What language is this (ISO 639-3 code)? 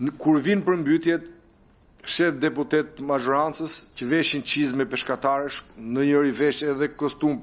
sqi